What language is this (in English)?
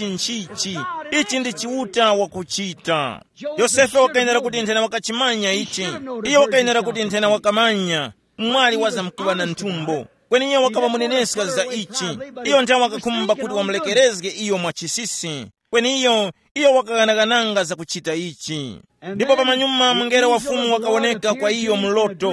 Tumbuka